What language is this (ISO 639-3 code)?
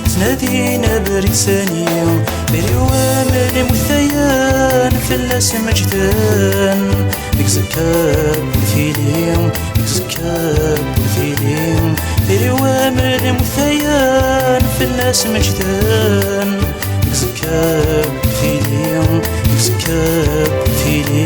kab